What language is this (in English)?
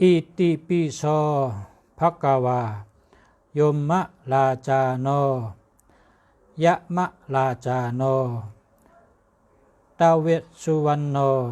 Shan